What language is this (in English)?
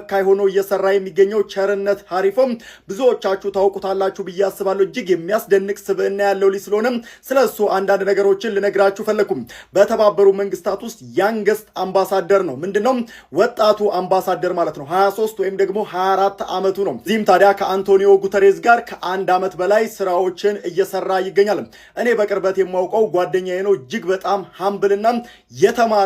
Amharic